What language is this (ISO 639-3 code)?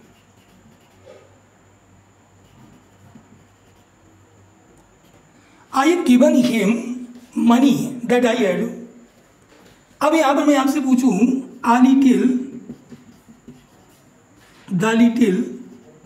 hin